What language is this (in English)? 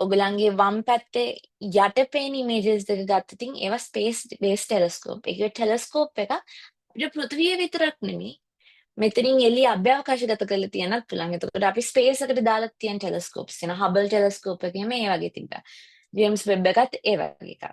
Sinhala